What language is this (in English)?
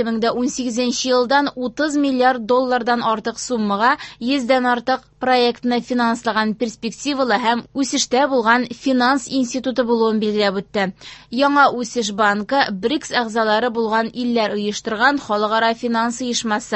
Tatar